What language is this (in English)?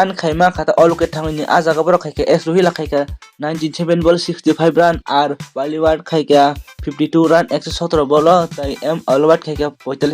Kok Borok